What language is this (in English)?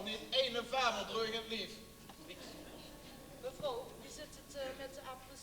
Limburgish